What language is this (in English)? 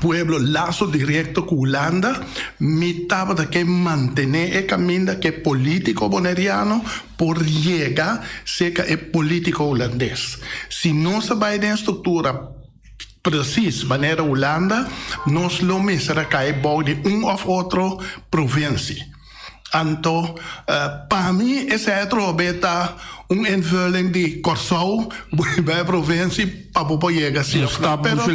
Papiamento